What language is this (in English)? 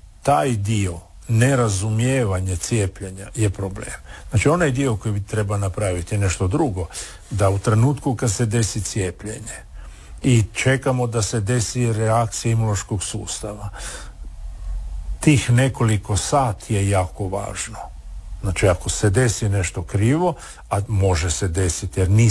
Croatian